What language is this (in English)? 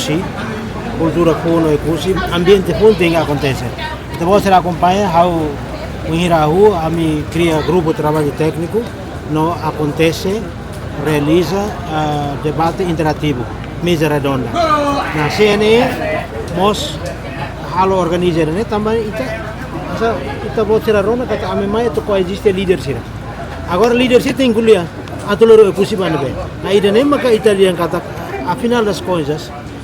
Tetum